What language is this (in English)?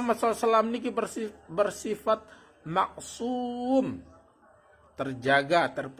Sasak